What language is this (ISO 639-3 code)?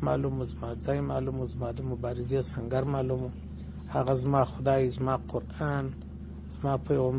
pus